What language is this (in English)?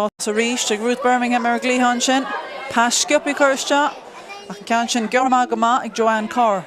Irish